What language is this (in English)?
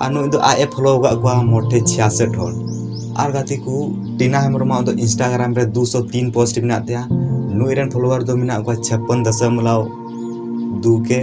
Santali